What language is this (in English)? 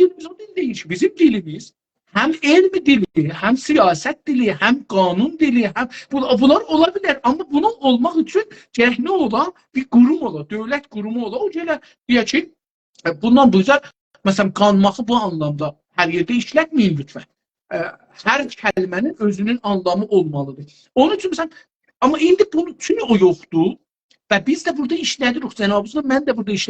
South Azerbaijani